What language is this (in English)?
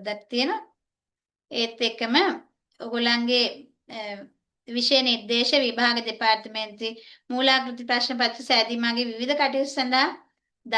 Sinhala